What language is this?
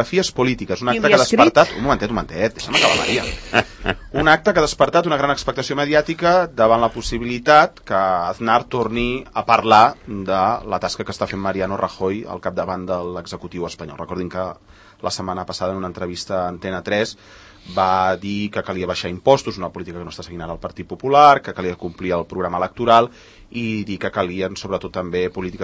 Catalan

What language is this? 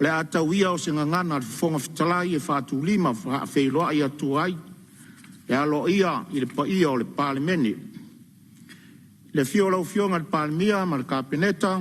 Samoan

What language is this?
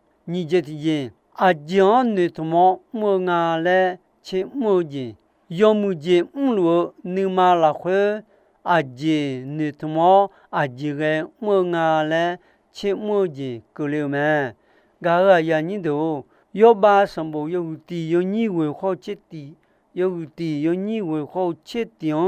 Akha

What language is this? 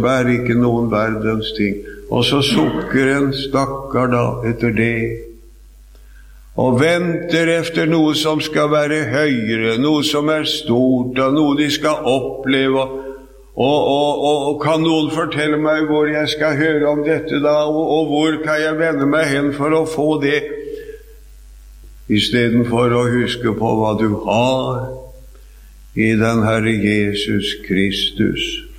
Norwegian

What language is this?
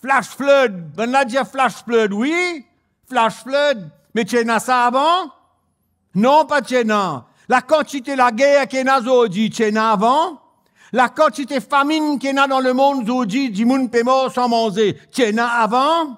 Morisyen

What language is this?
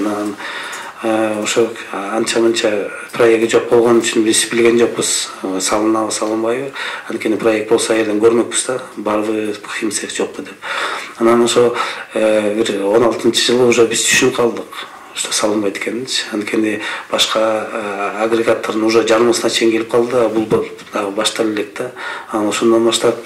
Kyrgyz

